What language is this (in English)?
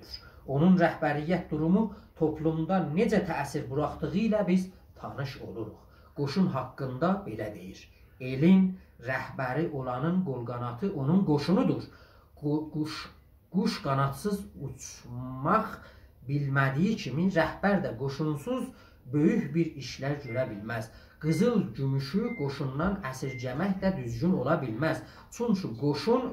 South Azerbaijani